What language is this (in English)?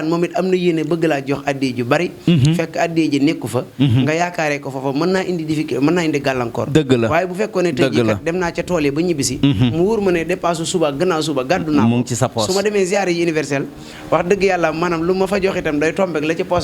Wolof